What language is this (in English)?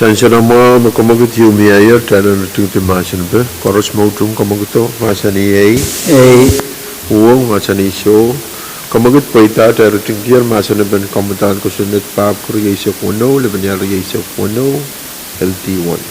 Pohnpeian